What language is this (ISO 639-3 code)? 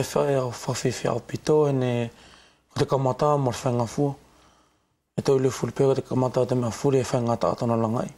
wls